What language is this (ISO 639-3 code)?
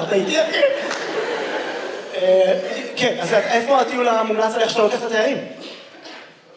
heb